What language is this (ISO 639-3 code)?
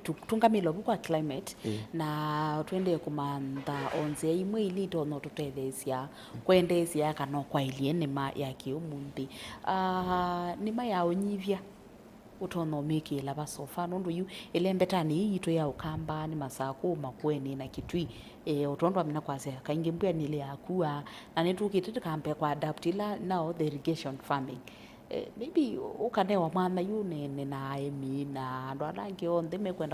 kam